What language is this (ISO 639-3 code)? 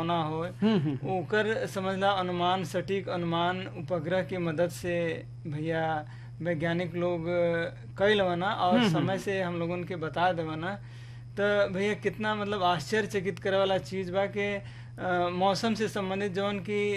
bho